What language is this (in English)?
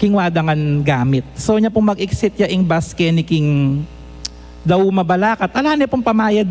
Pampanga